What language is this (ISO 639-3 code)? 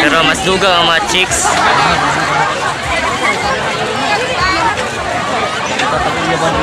ceb